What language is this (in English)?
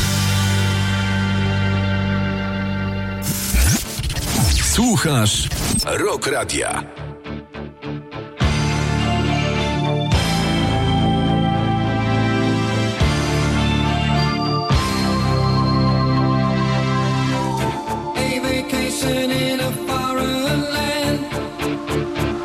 Polish